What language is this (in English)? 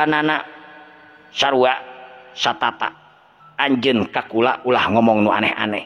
Sundanese